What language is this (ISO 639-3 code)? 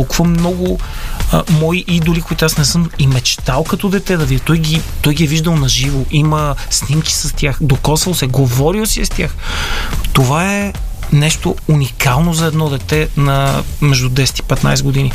bul